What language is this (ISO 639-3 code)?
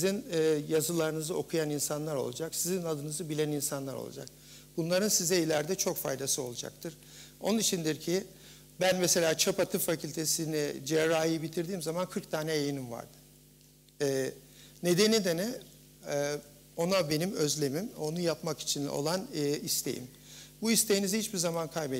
tur